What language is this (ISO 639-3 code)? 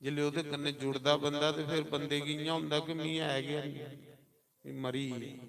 doi